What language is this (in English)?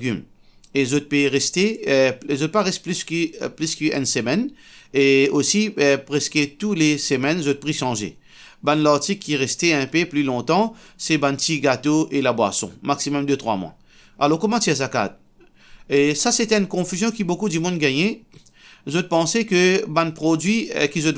Morisyen